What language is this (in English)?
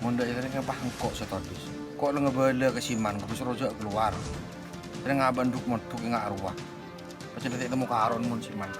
Madurese